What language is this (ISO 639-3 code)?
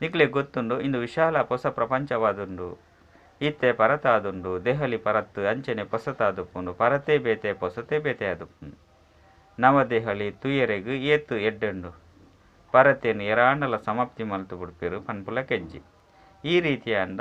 tcy